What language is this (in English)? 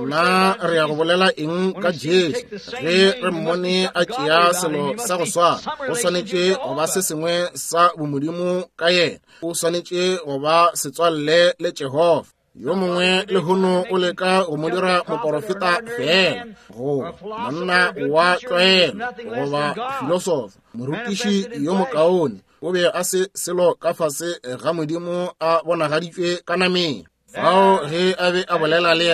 Northern Sotho